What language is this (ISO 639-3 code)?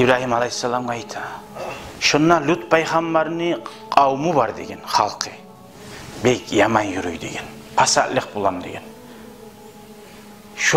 kum